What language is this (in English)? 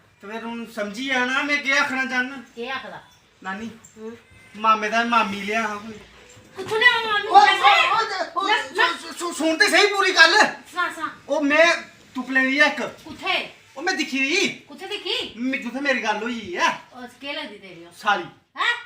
Dogri